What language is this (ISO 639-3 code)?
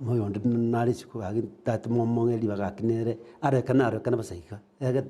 guz